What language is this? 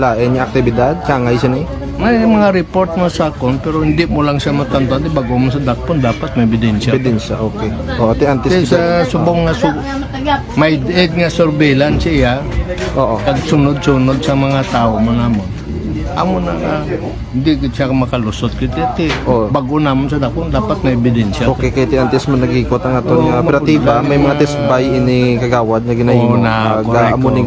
Hiligaynon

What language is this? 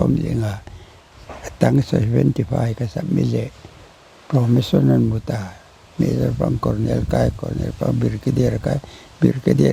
Paite Chin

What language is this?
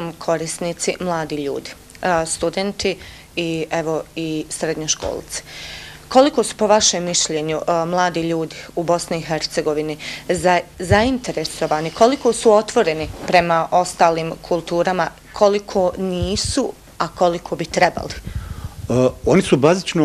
Bosnian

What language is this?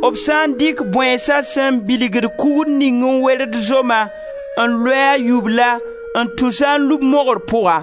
Mossi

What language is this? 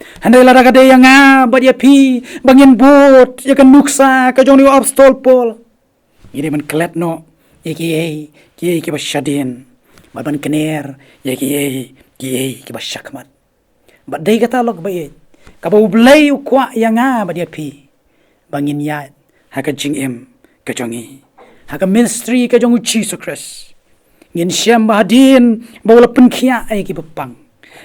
Khasi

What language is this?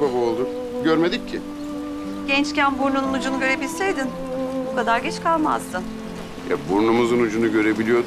Turkish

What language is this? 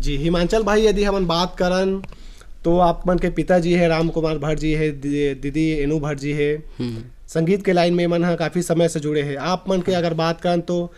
Chhattisgarhi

